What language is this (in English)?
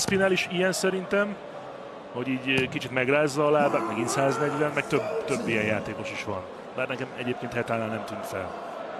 Hungarian